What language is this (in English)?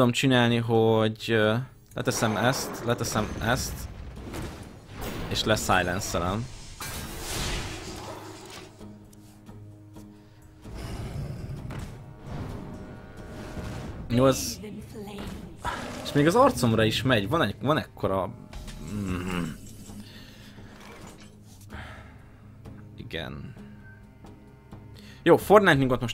Hungarian